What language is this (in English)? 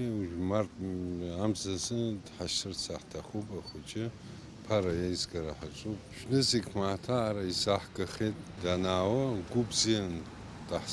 Abkhazian